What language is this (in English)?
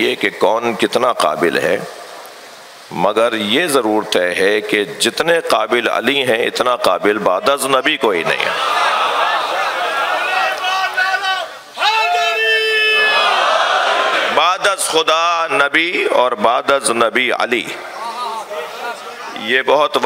Urdu